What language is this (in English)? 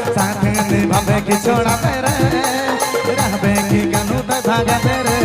Sadri